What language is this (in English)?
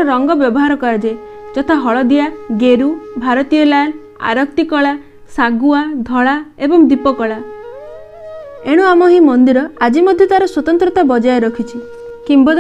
Odia